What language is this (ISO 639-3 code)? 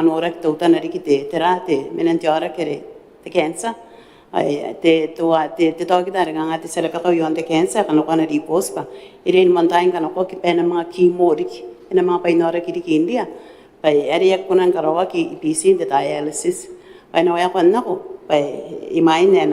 gil